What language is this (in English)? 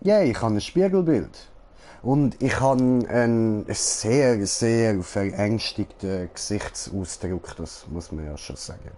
Swiss German